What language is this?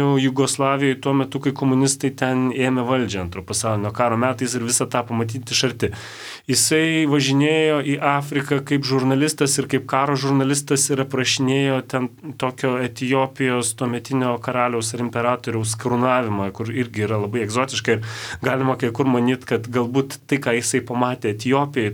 Lithuanian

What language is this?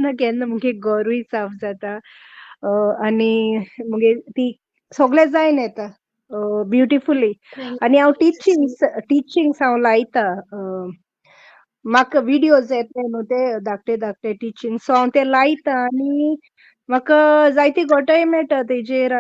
Konkani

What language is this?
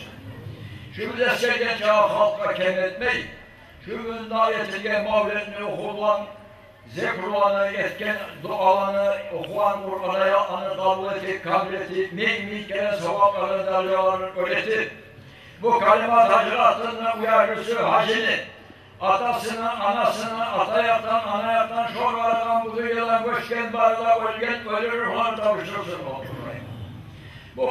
Kumyk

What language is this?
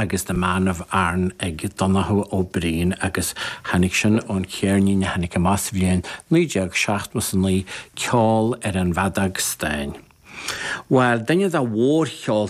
Irish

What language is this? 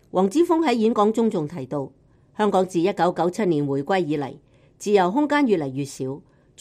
Cantonese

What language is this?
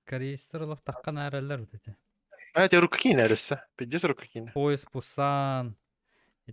Yakut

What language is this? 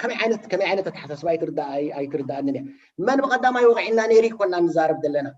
Tigrinya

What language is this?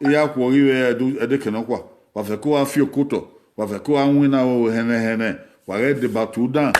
Bini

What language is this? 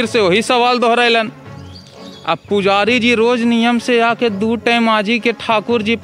Magahi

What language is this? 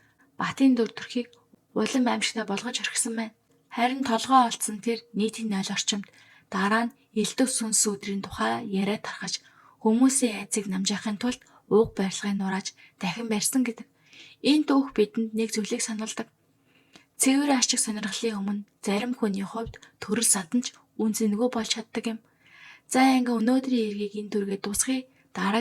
Mongolian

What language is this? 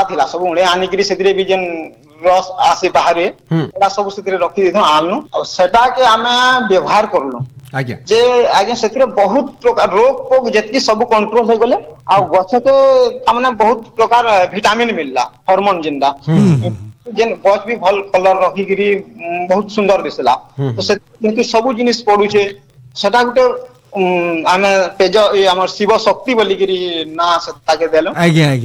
Hindi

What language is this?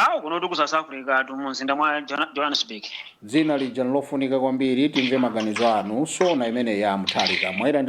Nyanja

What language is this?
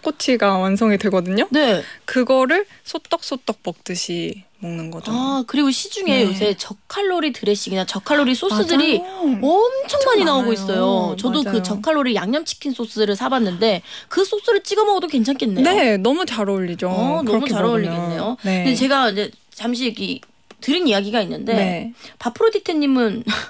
Korean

